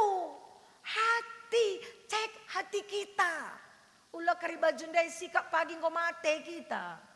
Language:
Batak Karo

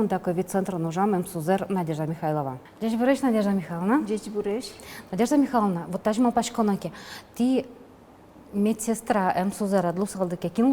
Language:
Udmurt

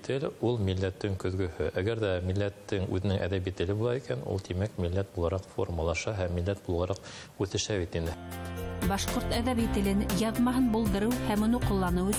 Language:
Bashkir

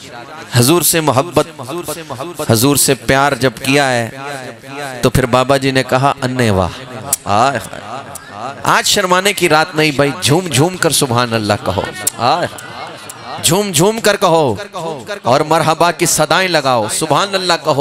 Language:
Urdu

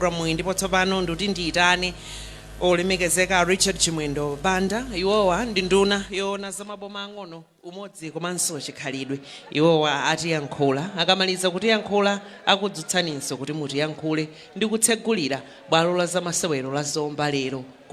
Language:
Nyanja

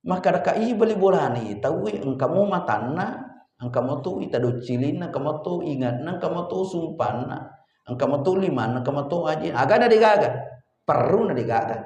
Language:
Buginese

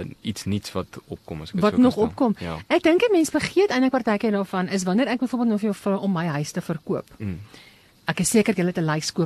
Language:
Afrikaans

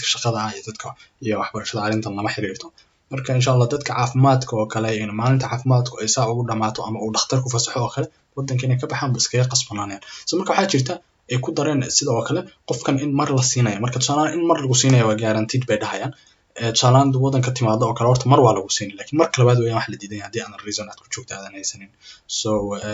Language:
Somali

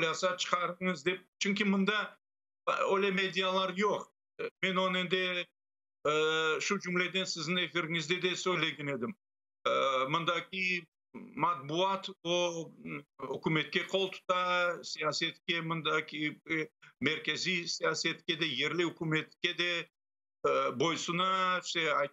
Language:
Crimean Tatar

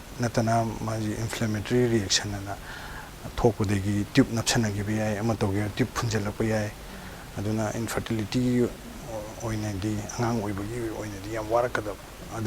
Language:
Manipuri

